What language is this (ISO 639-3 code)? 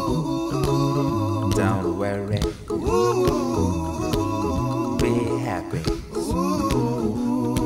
eng